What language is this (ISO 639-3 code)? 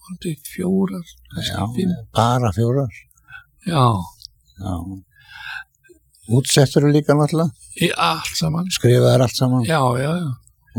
isl